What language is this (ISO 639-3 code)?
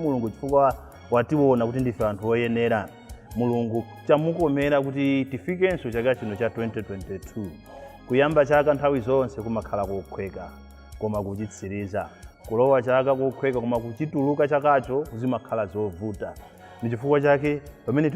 nya